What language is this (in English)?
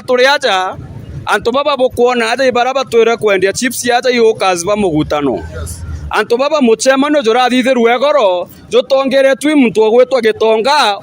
Meru